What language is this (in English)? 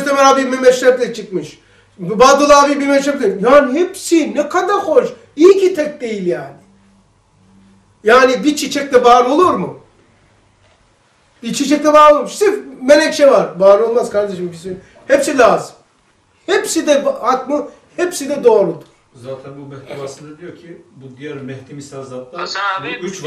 Turkish